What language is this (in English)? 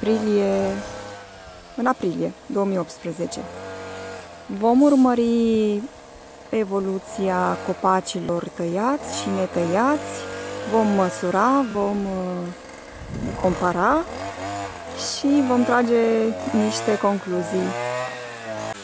Romanian